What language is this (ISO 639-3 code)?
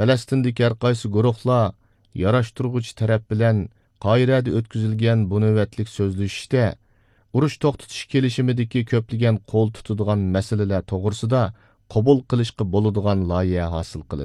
uig